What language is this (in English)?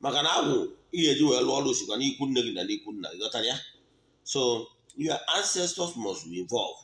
Igbo